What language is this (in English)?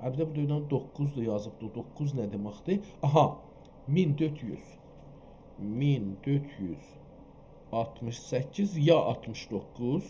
South Azerbaijani